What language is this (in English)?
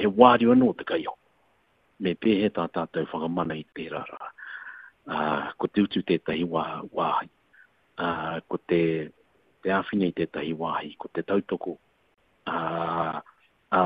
Māori